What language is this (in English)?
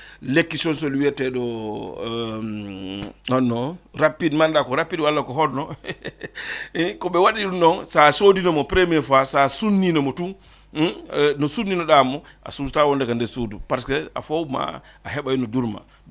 Fula